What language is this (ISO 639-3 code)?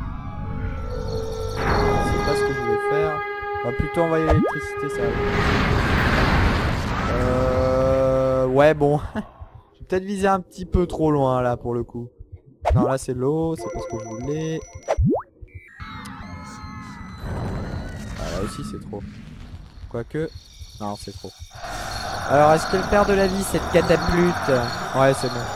fra